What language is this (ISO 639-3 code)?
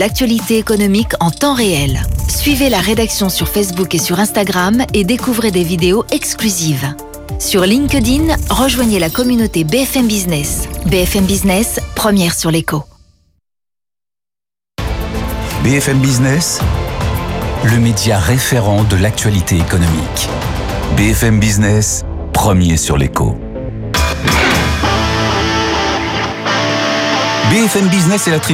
fra